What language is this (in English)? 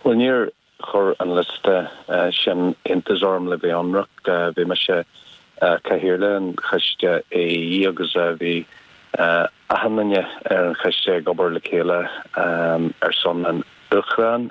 Irish